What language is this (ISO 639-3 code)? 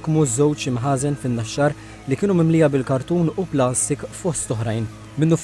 mlt